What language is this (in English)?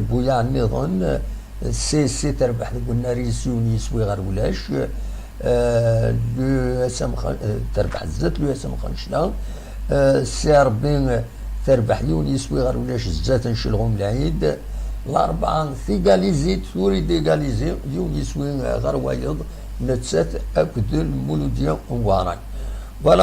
Kabyle